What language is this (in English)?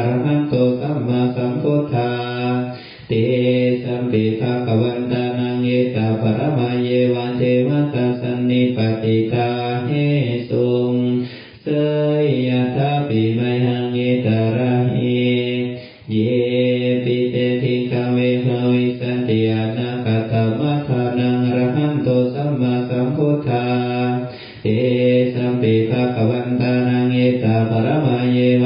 Pali